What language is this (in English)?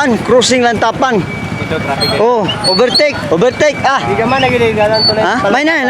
Cebuano